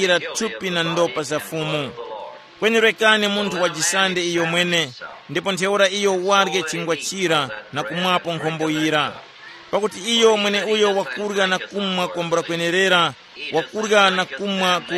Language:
Tumbuka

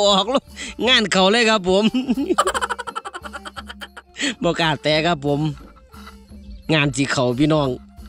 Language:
Thai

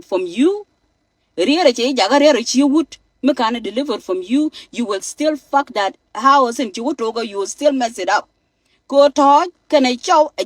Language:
Nuer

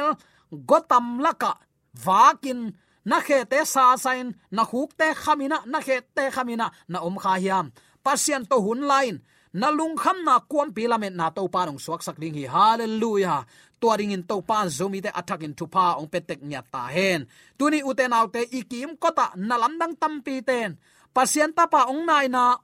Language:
Tedim Chin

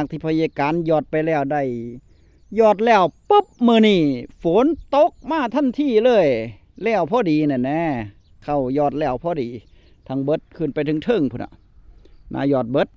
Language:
Northeastern Thai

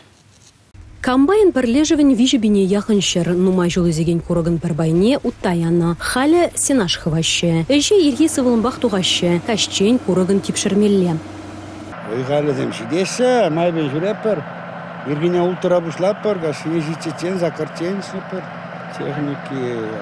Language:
Chuvash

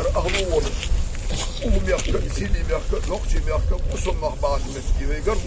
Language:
Ingush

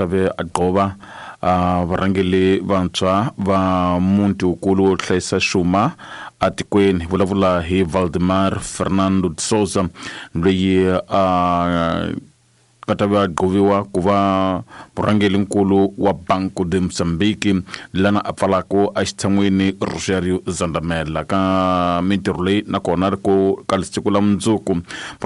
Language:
Tsonga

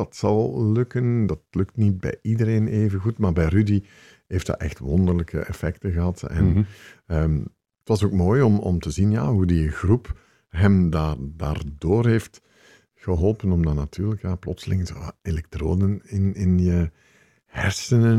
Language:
Dutch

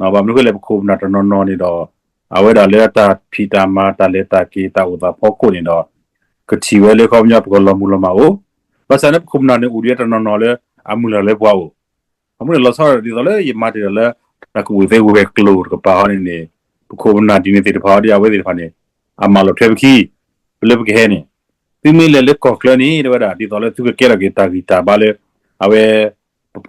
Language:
S'gaw Karen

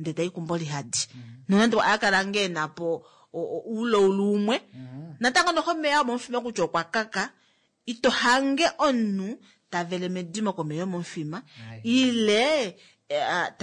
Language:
Kuanyama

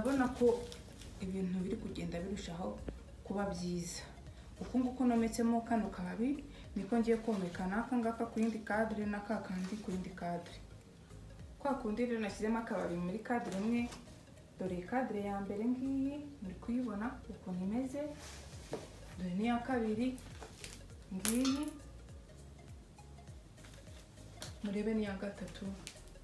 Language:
Kinyarwanda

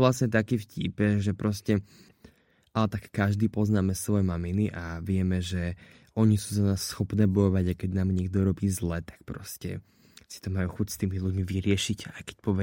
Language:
Slovak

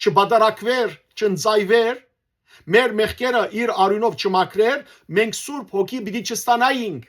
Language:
Western Armenian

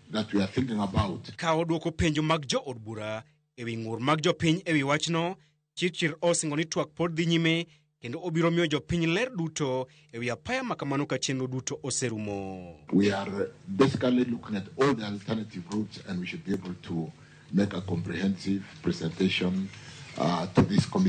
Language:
Luo (Kenya and Tanzania)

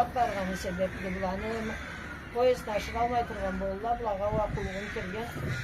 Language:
Karachay-Balkar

